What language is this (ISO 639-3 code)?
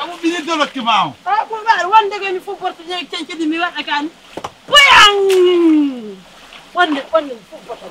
fuf